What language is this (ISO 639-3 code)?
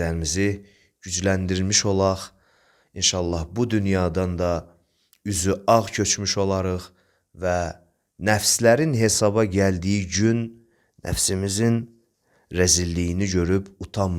aze